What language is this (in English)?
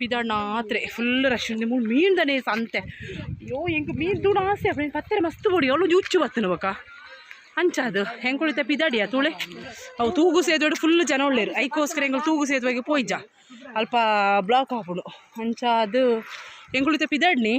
Tulu